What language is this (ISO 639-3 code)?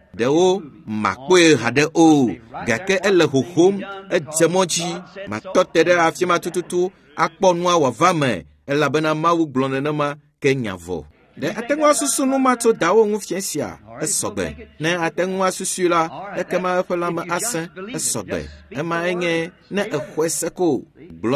ewe